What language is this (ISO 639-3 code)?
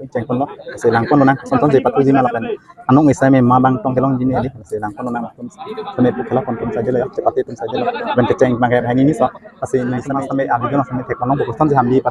mjw